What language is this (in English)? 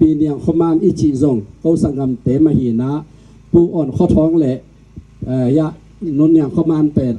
Tedim Chin